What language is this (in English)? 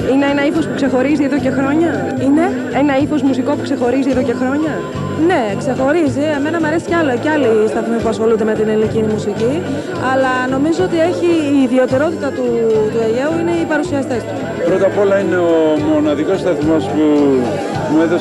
Greek